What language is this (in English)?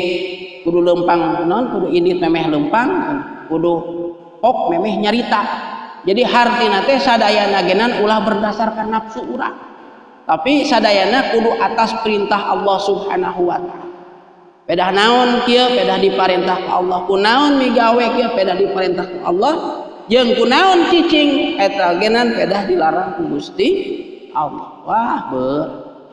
Sundanese